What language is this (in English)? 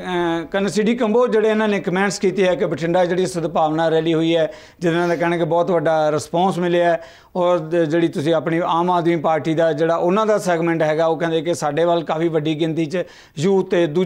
Punjabi